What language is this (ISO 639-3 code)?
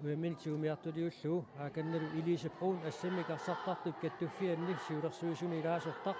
kal